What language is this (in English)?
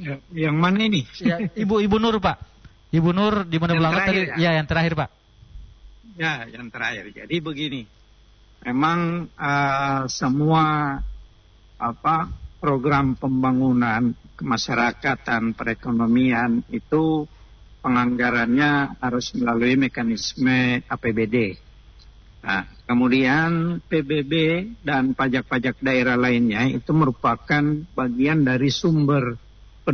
Indonesian